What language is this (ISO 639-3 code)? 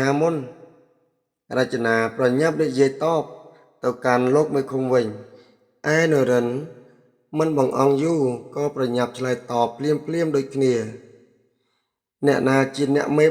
khm